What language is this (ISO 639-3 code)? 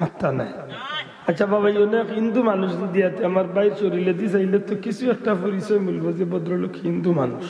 syl